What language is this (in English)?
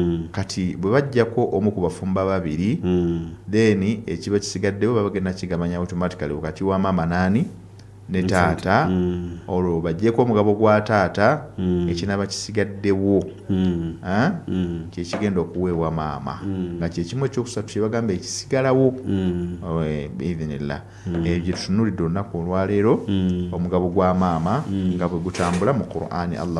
Ganda